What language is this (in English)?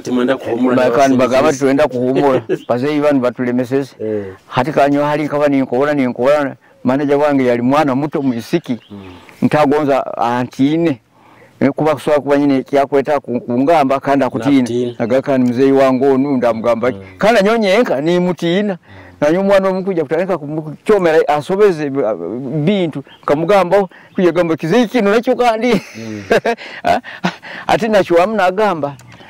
Nyoro